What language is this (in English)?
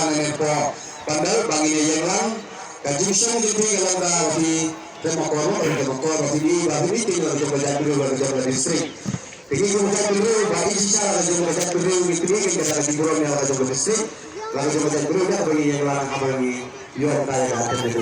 Khasi